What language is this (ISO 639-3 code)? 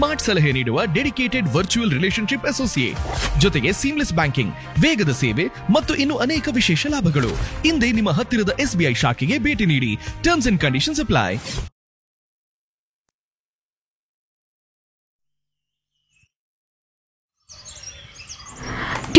kan